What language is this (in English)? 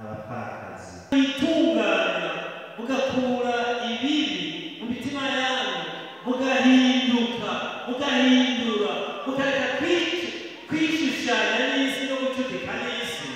Rundi